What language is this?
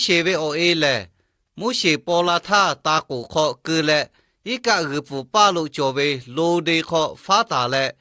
Lahu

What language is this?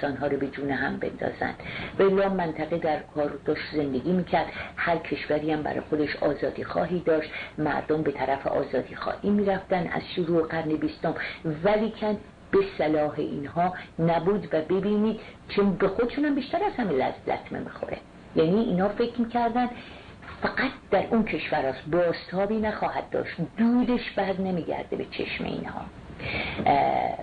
Persian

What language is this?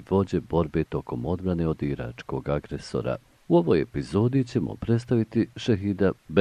Bosnian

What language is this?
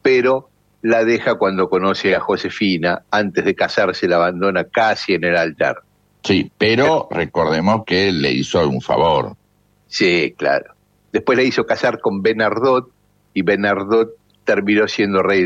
Spanish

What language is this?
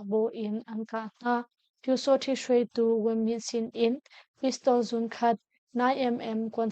Hakha Chin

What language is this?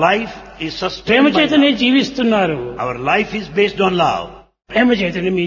Telugu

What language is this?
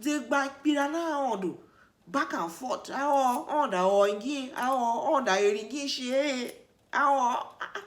Tiv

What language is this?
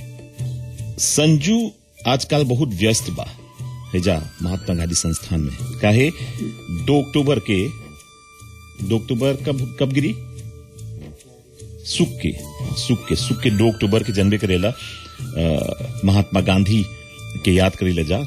Bhojpuri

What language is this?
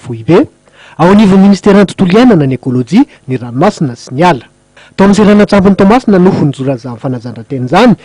Malagasy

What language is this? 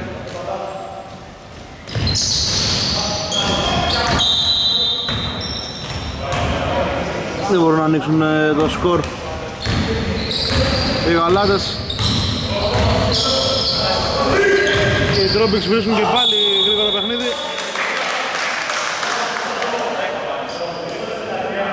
Greek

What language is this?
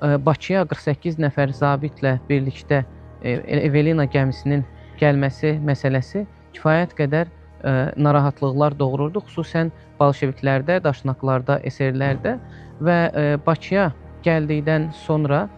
Azerbaijani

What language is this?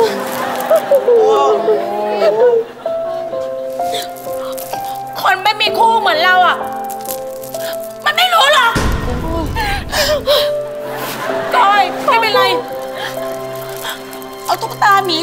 Thai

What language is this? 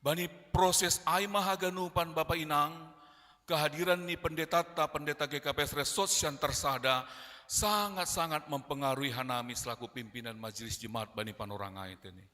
Batak Simalungun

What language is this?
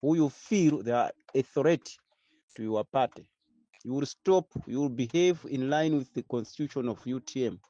Nyanja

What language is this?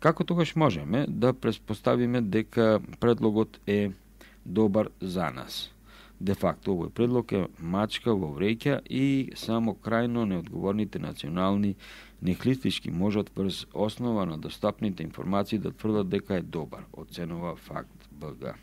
Macedonian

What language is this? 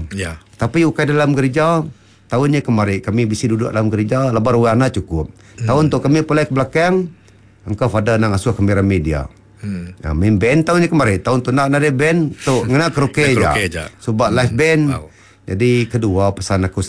Iban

